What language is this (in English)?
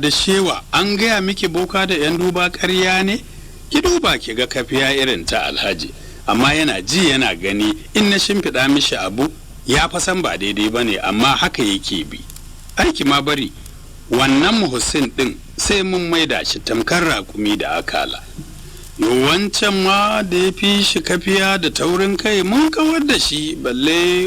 Hausa